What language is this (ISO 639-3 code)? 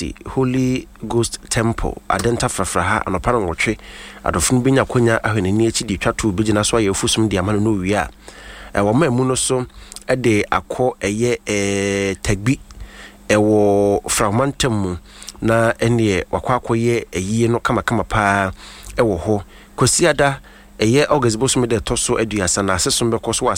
aka